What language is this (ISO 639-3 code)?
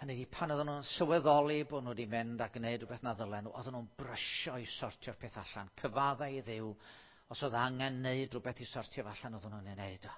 cym